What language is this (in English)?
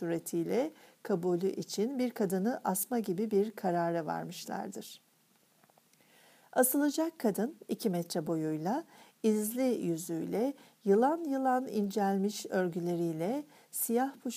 Turkish